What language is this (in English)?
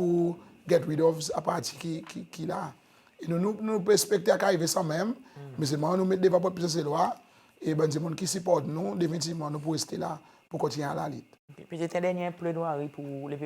Seselwa Creole French